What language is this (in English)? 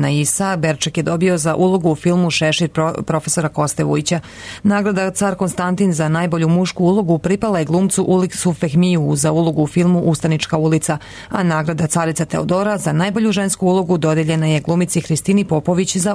Serbian